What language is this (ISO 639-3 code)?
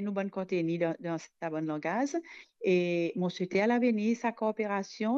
mfe